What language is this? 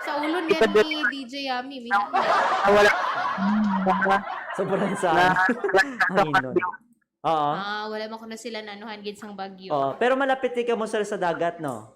Hiligaynon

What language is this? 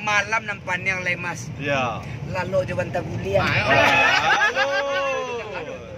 Minangkabau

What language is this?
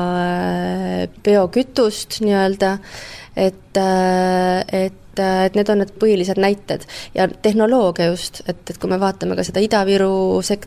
Estonian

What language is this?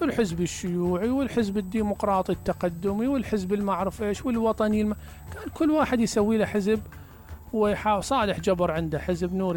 Mesopotamian Arabic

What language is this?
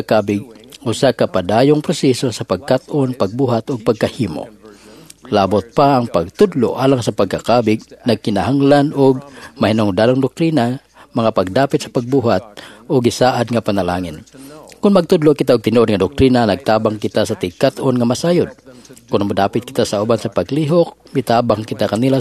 Cebuano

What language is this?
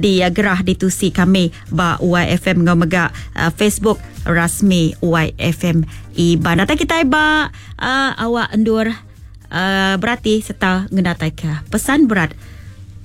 Iban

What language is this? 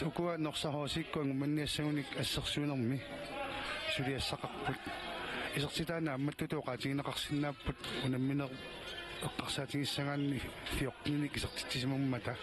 Kalaallisut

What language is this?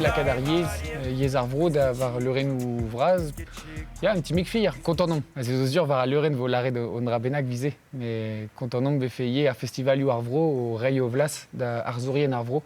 Breton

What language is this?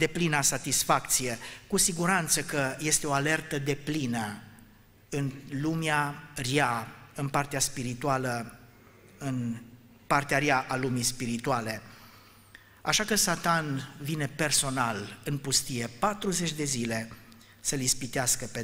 Romanian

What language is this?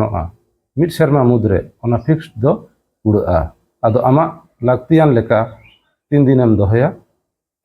Santali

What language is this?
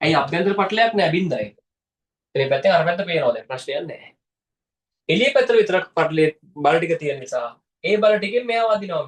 Sinhala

